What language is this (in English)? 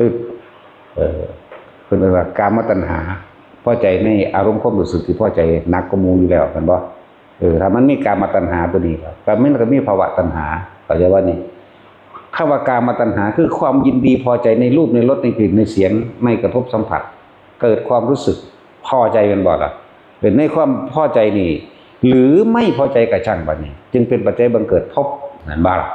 Northeastern Thai